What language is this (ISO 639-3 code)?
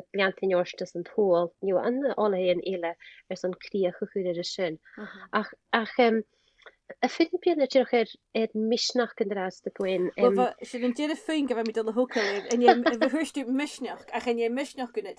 gla